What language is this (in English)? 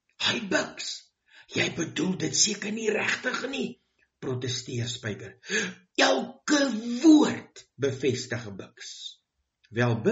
Afrikaans